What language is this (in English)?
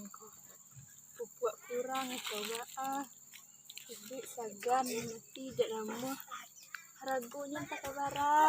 Minangkabau